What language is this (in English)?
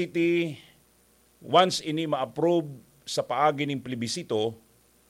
Bikol